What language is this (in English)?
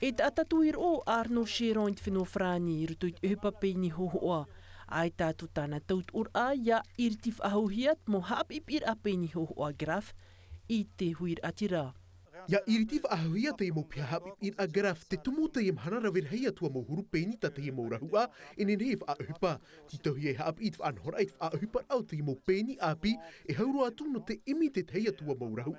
Tahitian